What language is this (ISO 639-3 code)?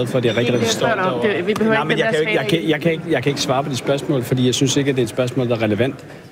dan